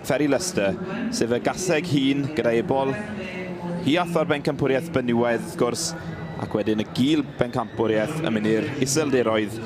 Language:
Welsh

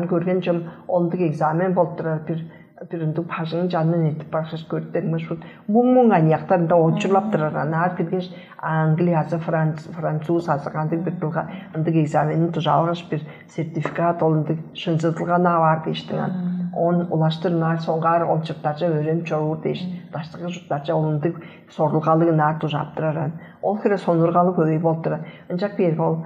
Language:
Tuvinian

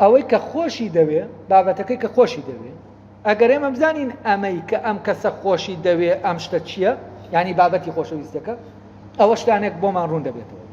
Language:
Central Kurdish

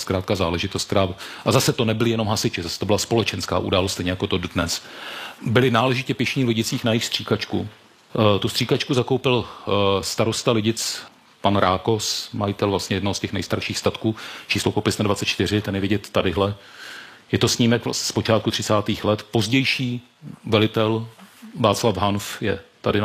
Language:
Czech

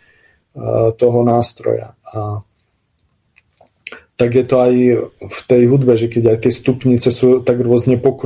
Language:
Slovak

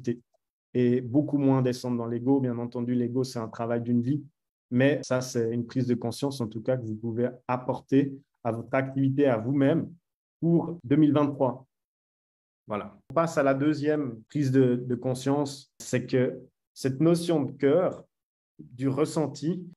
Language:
French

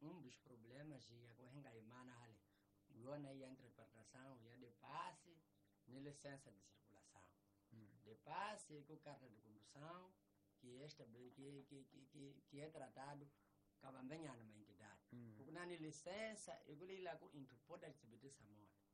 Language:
Tsonga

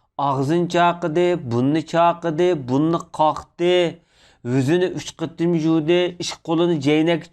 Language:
Uyghur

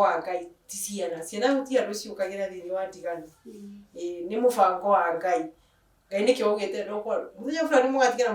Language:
Kikuyu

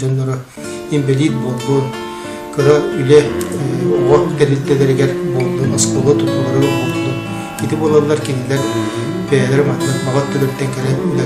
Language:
Yakut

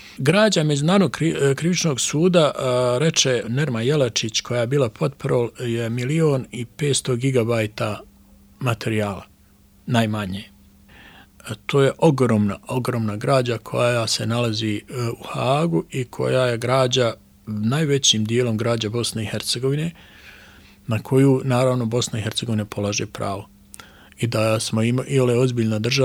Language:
Bosnian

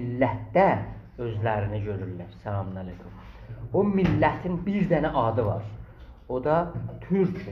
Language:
South Azerbaijani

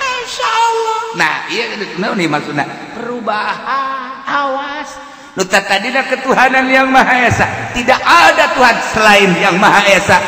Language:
Sundanese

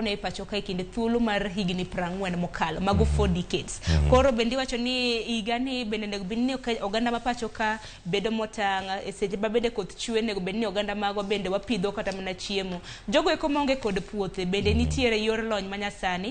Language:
Luo (Kenya and Tanzania)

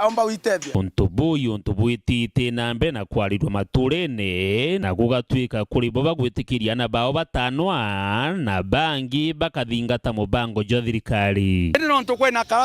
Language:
Meru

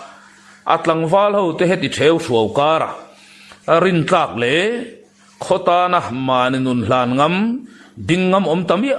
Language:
Mizo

